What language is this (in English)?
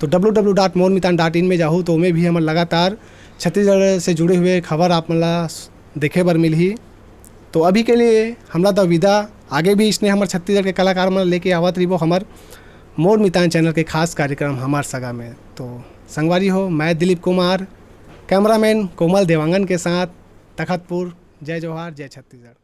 Chhattisgarhi